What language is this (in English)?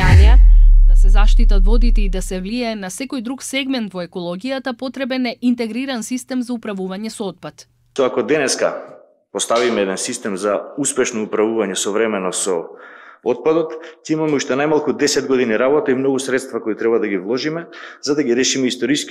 Macedonian